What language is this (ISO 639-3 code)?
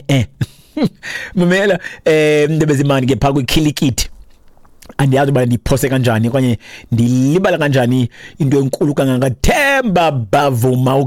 xho